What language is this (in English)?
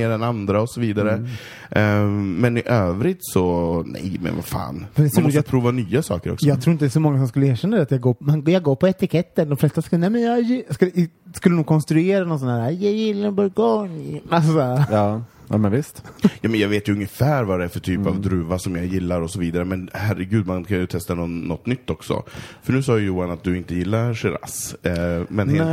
Swedish